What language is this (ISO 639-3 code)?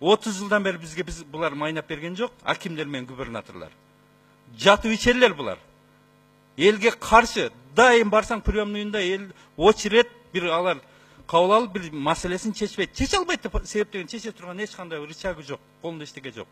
kir